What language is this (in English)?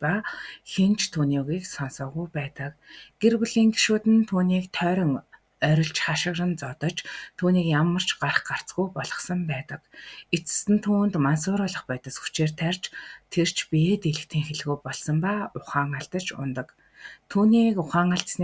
Mongolian